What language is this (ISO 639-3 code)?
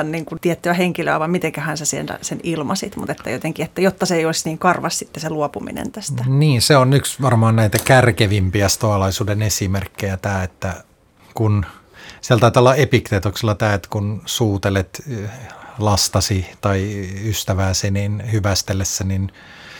fin